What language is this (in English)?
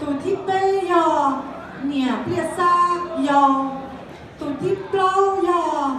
Hmong